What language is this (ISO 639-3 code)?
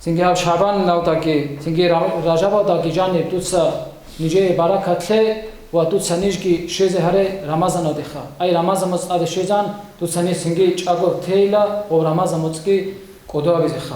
ava